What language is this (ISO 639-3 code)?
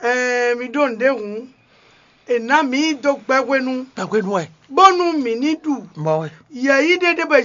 fon